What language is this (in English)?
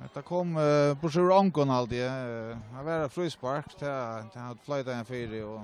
Faroese